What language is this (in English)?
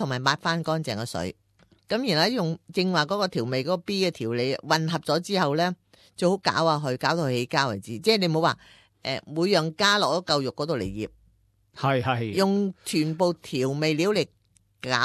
Cantonese